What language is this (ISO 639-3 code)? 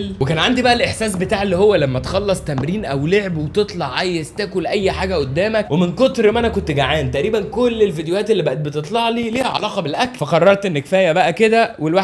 arz